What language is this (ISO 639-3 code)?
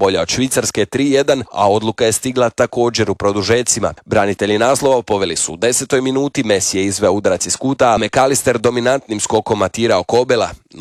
hrv